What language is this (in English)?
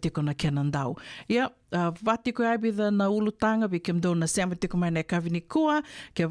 Fijian